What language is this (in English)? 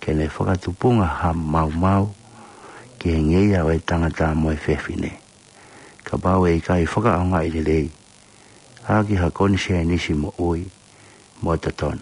Tongan